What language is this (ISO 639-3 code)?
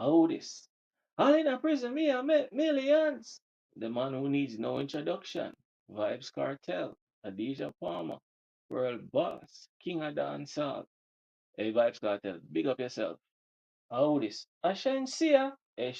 jam